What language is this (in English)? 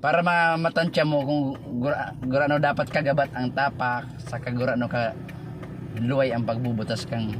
Bikol